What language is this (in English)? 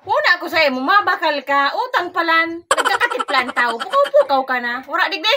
Bikol